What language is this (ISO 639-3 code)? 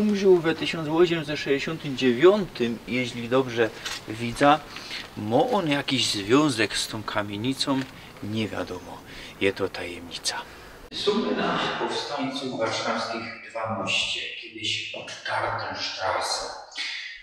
szl